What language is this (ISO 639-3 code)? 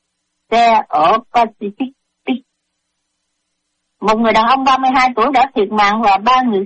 vie